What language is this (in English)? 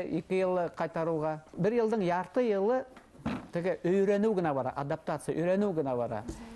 Bashkir